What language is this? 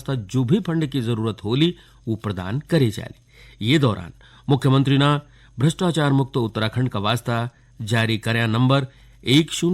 Garhwali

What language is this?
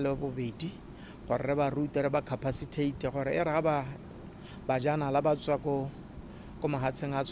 Tswana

